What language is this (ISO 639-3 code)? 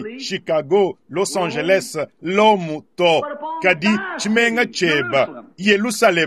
lua